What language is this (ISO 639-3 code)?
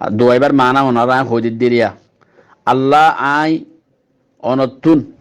rhg